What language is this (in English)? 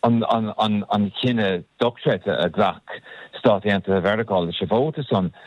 Irish